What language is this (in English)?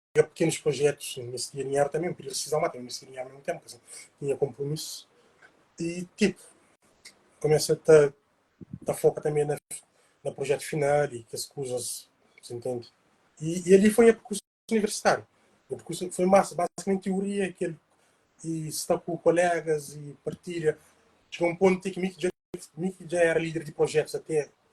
Kabuverdianu